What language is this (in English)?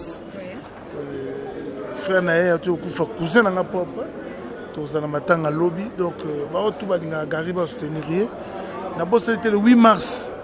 Lingala